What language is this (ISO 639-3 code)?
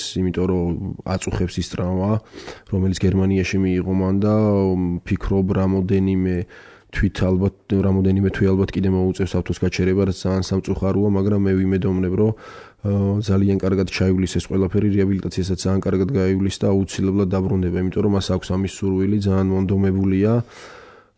kat